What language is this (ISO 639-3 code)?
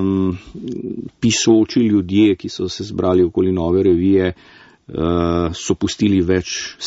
slv